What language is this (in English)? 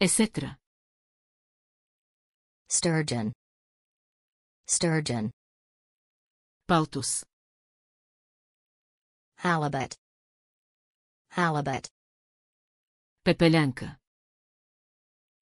Bulgarian